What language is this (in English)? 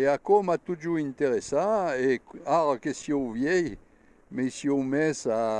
Occitan